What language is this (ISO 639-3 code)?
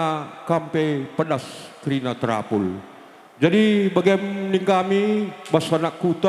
btx